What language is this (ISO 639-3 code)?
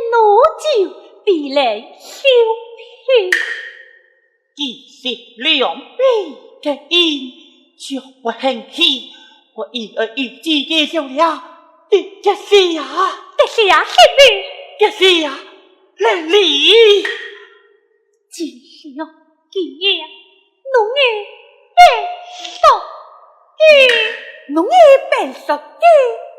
cpx